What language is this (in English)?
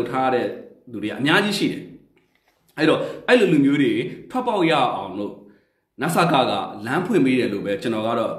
Burmese